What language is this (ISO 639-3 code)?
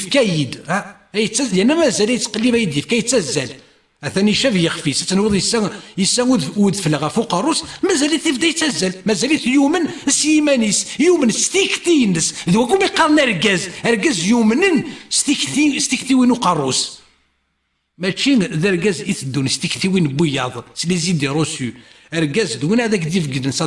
kab